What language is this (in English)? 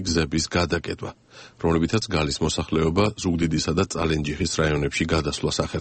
Georgian